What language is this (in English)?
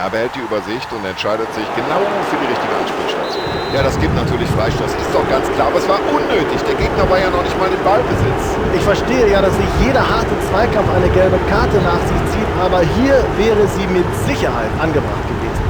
Bavarian